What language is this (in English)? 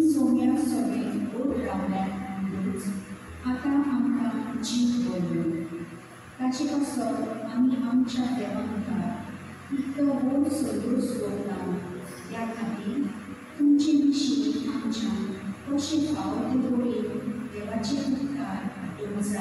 Konkani